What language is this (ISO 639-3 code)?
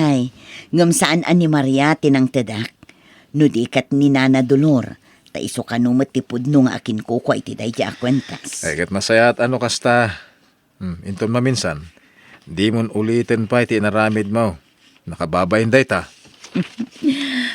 ilo